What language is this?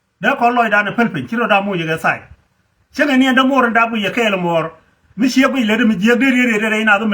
Nuer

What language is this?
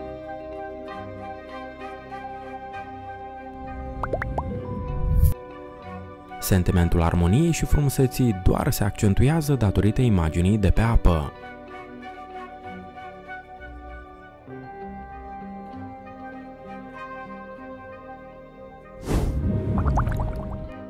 Romanian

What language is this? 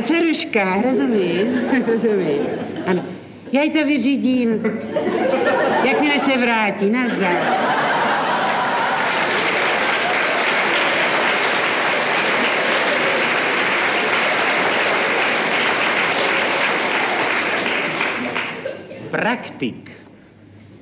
Czech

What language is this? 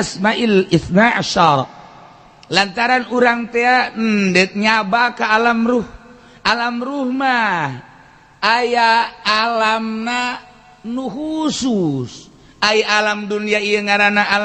Sundanese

